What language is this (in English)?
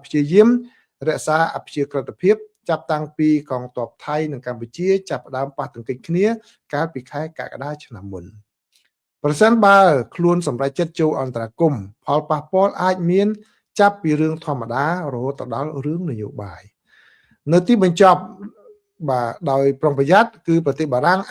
Khmer